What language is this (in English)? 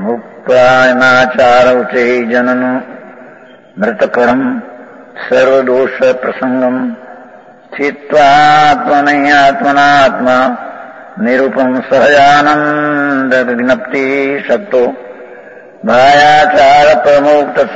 Gujarati